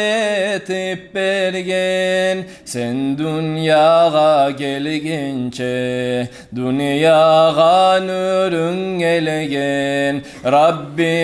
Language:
Kumyk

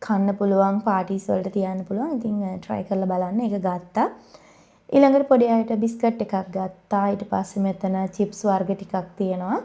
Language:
Sinhala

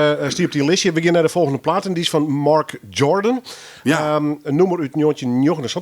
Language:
Western Frisian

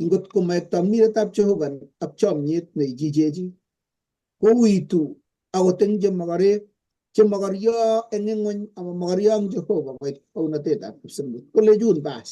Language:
Kalenjin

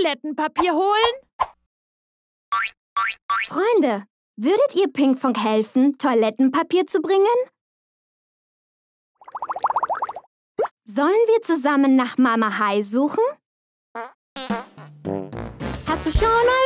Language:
German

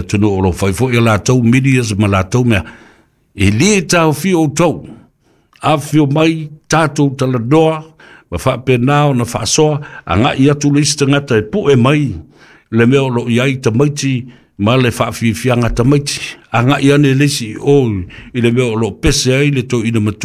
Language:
Samoan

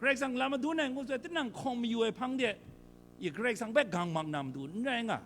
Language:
Kachin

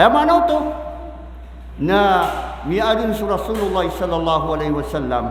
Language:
Maranao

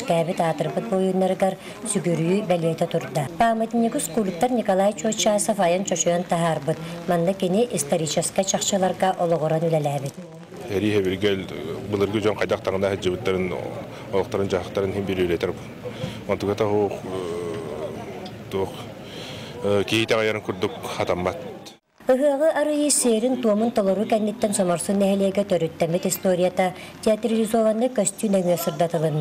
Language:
Yakut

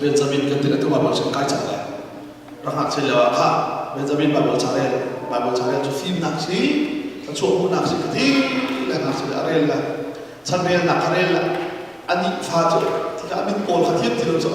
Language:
Hakha Chin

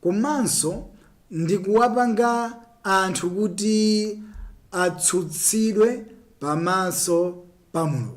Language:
Nyanja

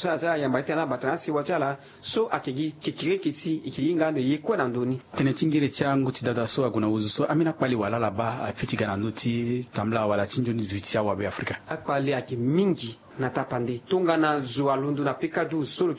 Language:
Sango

